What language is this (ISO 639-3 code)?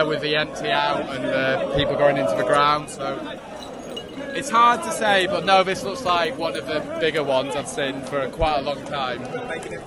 eng